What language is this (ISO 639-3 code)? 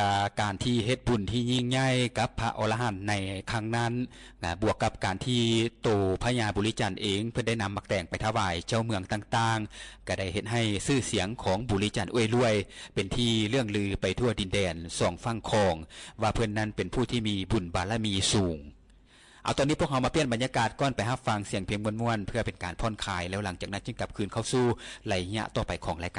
lao